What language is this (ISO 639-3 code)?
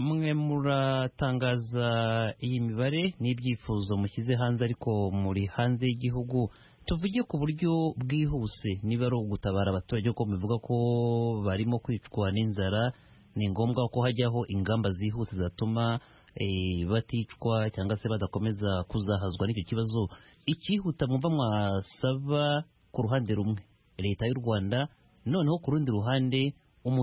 kin